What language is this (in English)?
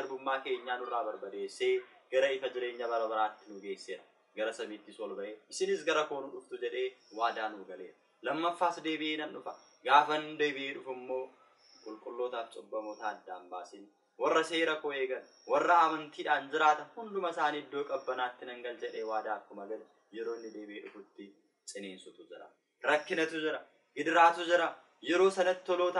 Oromo